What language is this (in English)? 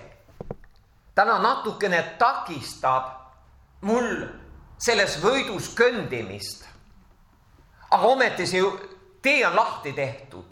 Estonian